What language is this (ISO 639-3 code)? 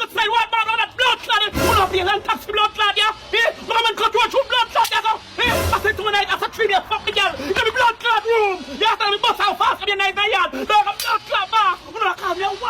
jam